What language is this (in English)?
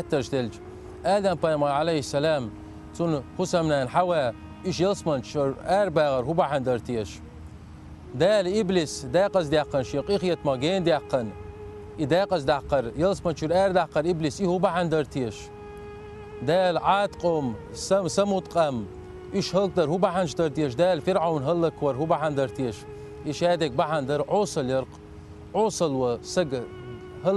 Chechen